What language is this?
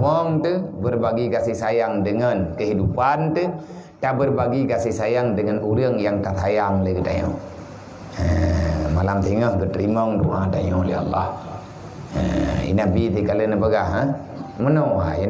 Achinese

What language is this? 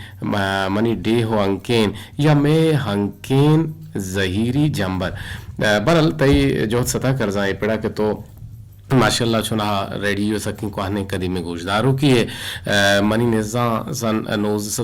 Eastern Balochi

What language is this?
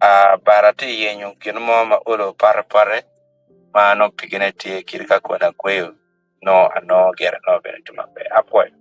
Acoli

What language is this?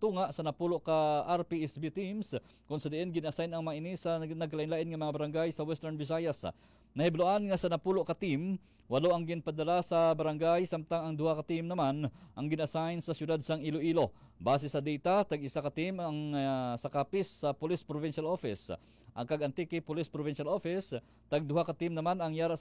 Hiligaynon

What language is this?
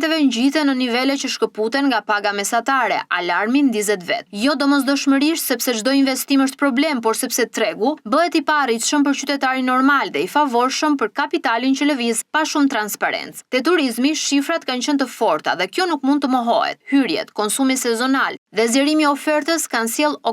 Albanian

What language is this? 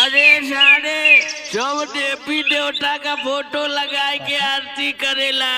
Awadhi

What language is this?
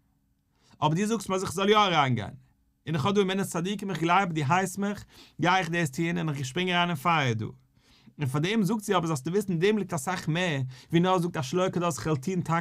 Yiddish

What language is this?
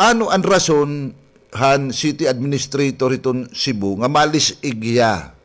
Waray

